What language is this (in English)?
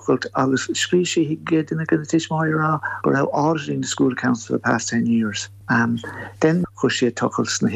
Irish